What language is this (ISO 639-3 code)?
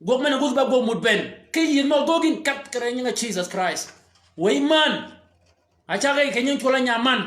shk